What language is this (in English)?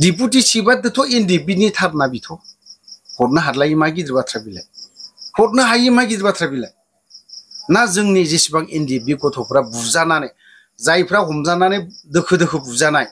Bodo